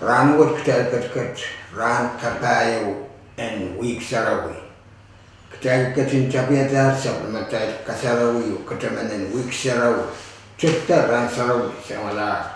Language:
Pohnpeian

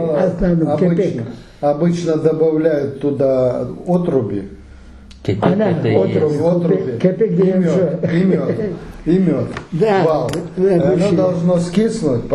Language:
Crimean Tatar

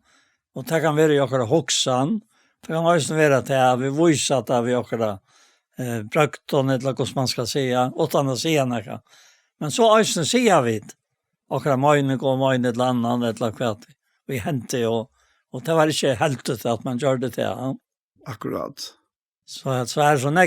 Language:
Faroese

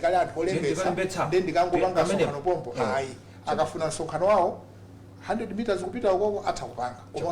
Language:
Nyanja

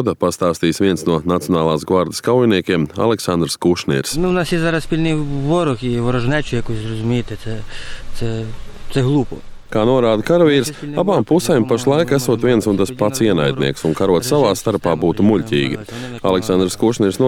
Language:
Latvian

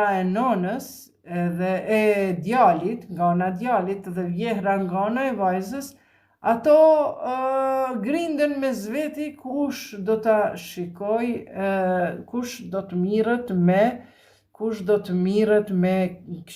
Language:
Albanian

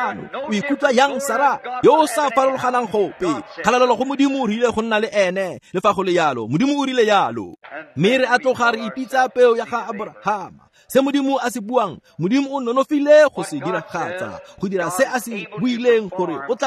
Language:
Tswana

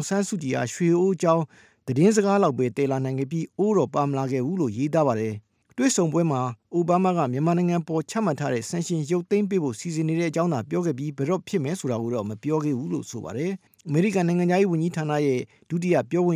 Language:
Burmese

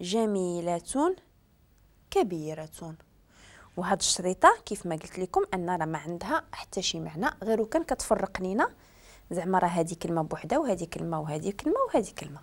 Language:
Moroccan Arabic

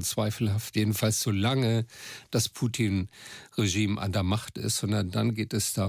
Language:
German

